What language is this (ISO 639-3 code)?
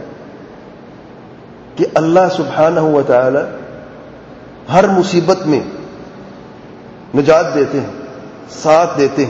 urd